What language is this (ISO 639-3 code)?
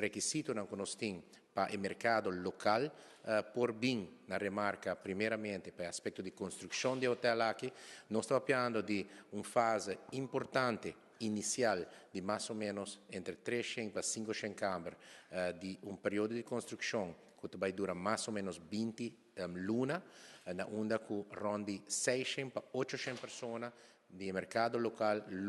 pap